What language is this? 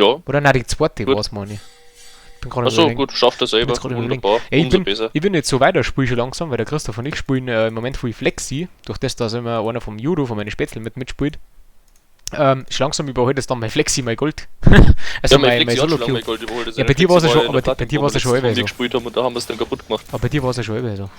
Bavarian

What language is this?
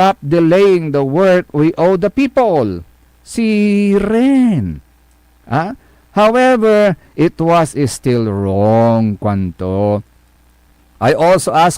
Pangasinan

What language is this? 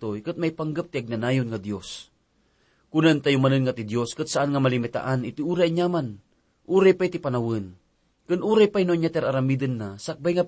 Iloko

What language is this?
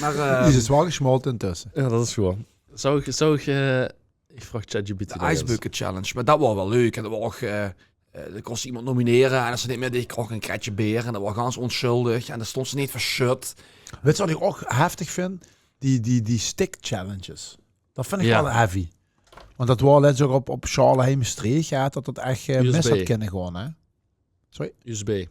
Limburgish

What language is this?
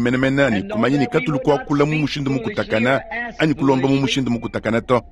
Luba-Lulua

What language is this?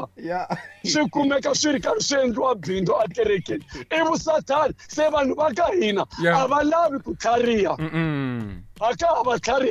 Tsonga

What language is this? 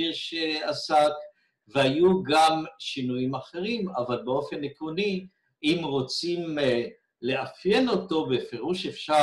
Hebrew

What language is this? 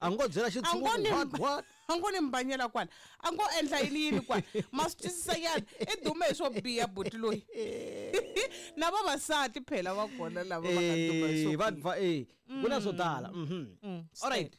Tsonga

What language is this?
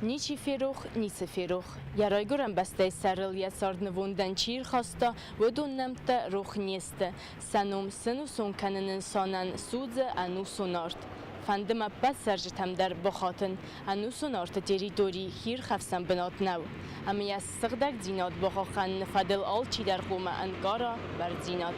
Ossetic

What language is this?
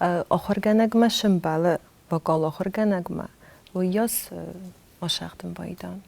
Ossetic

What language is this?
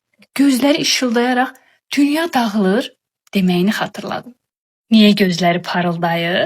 Azerbaijani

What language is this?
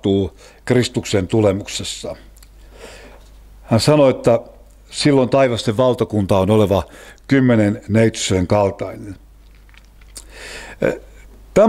Finnish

